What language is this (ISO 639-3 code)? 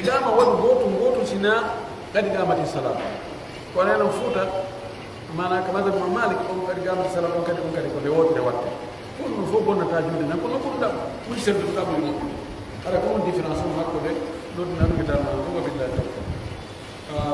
fuf